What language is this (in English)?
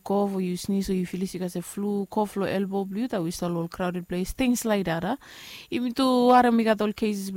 Bislama